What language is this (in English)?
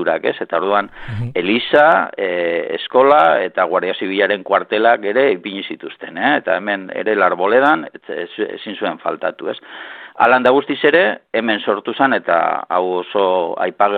Basque